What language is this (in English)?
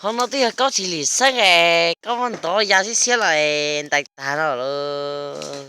Hmong